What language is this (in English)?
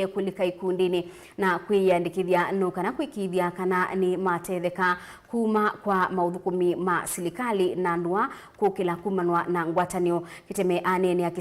Kamba